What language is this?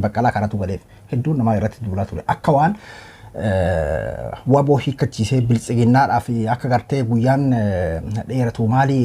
Oromo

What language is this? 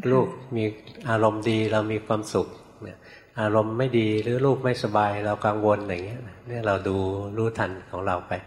Thai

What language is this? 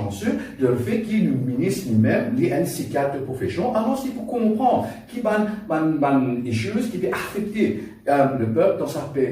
Morisyen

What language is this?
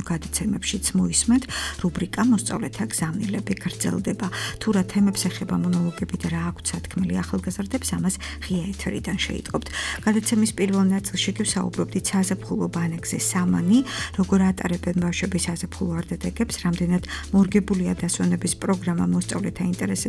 Georgian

